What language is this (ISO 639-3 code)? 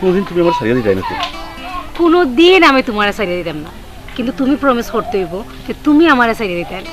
syl